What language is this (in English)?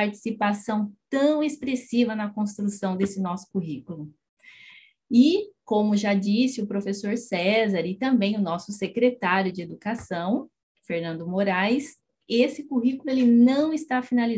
Portuguese